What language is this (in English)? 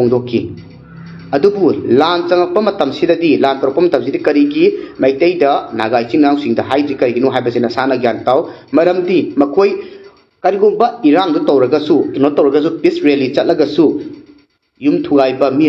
Manipuri